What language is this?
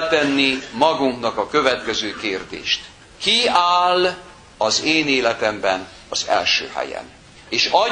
Hungarian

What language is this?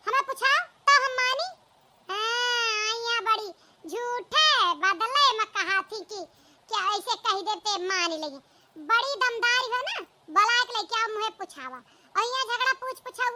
Awadhi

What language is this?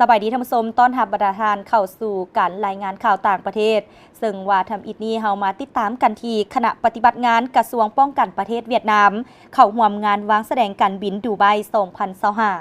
Lao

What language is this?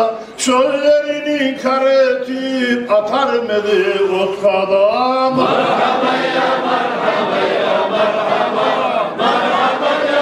Kumyk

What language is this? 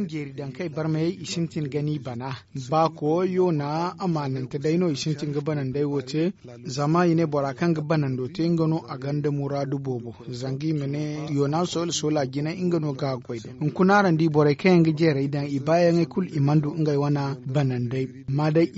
Zarma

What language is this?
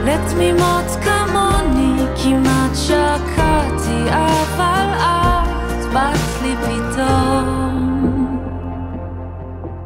Hebrew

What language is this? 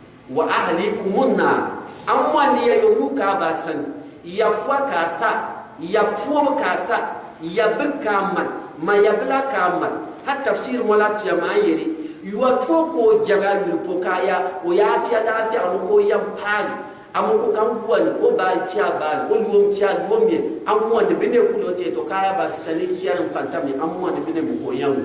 Gourmanchéma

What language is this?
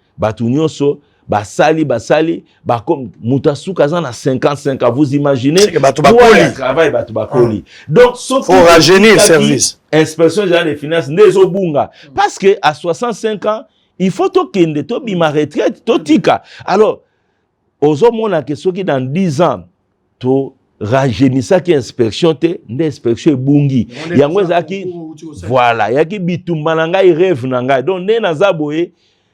Lingala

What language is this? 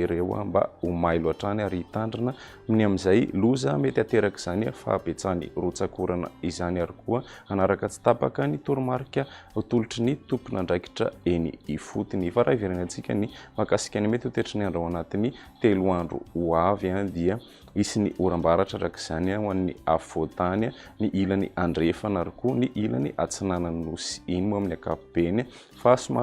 Malagasy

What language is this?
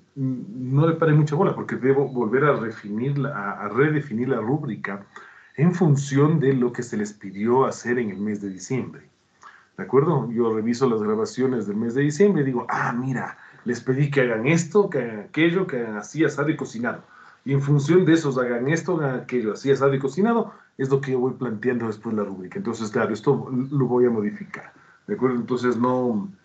Spanish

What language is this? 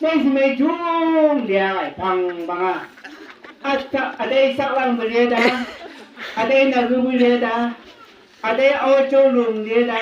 Chang Naga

